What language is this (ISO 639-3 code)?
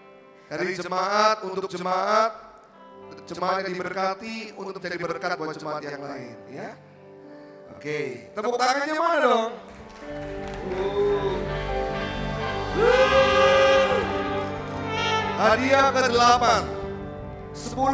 ind